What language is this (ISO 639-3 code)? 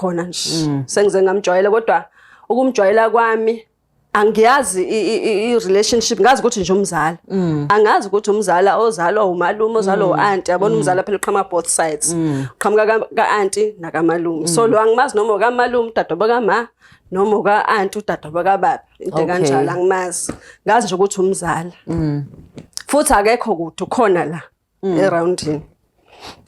zul